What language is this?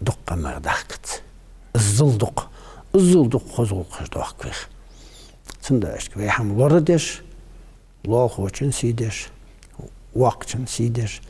Ingush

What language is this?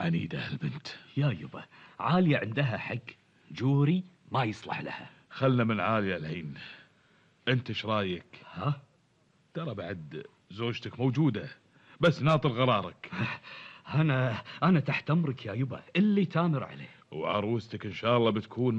Gulf Arabic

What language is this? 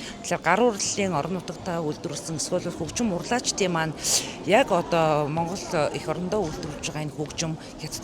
Mongolian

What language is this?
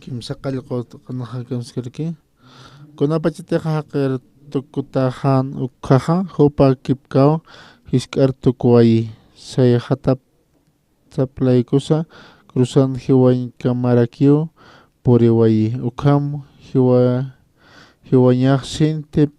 Aymara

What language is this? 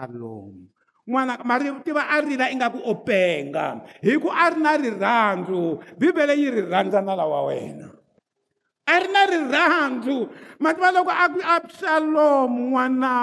Tsonga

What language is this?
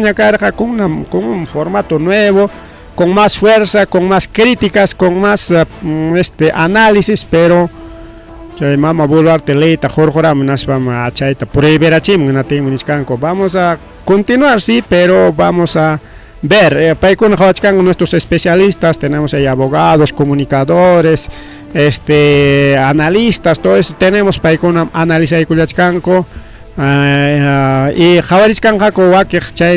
Ayacucho Quechua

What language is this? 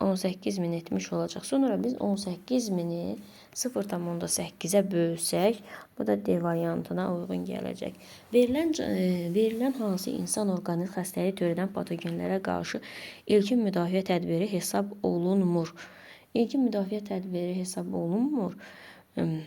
Azerbaijani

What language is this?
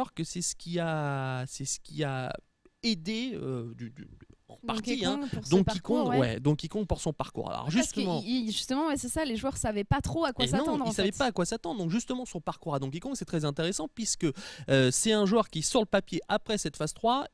French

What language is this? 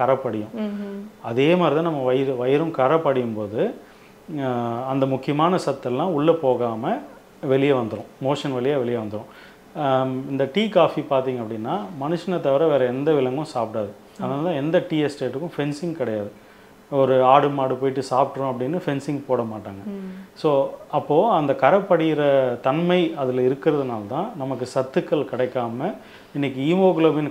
Tamil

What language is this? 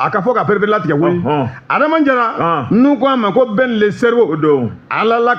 Bambara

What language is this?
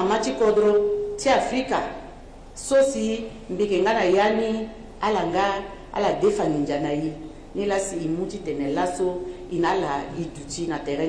Sango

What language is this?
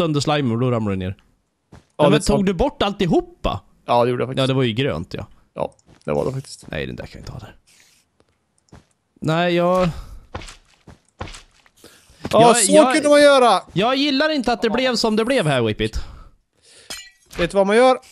Swedish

